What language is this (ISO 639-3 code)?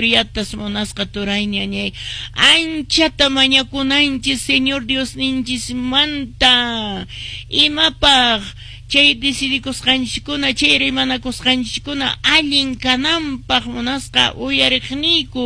que